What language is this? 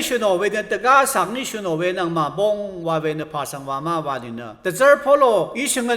Rawang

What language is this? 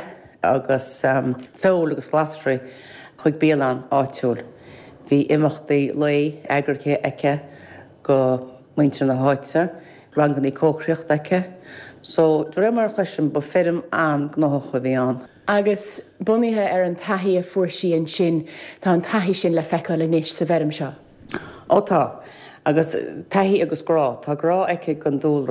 Irish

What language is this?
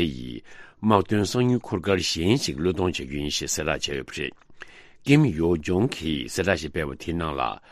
Tibetan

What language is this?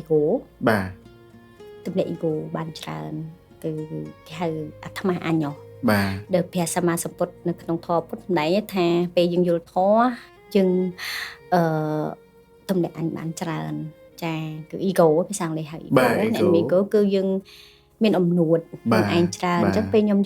Khmer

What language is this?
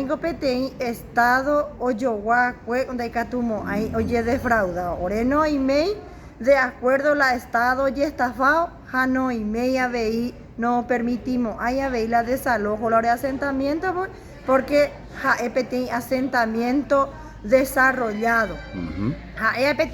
Guarani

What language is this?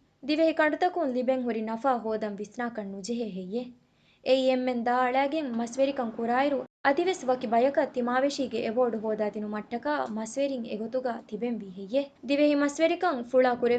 Divehi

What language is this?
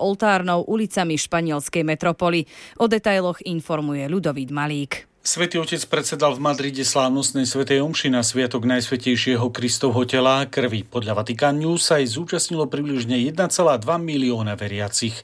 Slovak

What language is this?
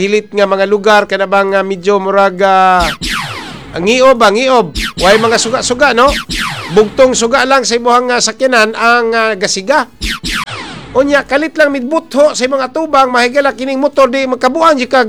Cebuano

